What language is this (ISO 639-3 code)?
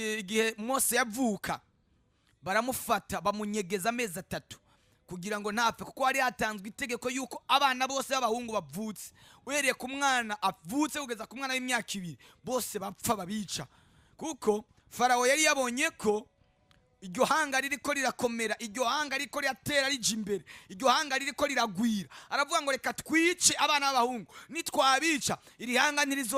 run